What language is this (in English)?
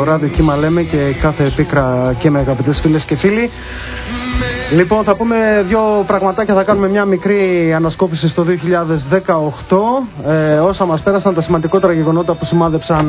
Greek